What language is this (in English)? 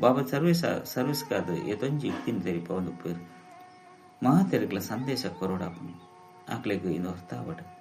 Tulu